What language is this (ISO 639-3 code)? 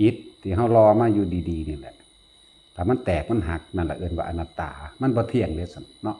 lao